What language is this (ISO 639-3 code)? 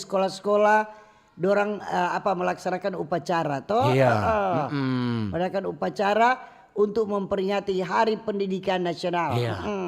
xmm